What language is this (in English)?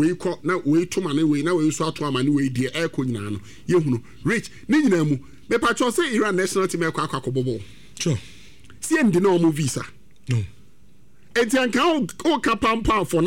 Akan